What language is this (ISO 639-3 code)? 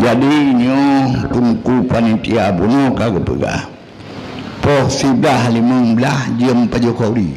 ace